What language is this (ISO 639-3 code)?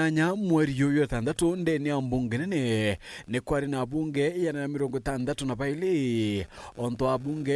mer